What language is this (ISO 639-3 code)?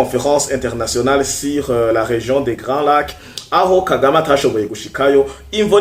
run